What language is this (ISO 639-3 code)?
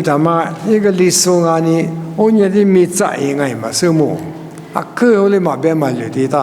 lis